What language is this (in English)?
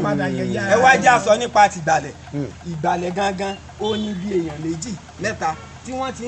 Yoruba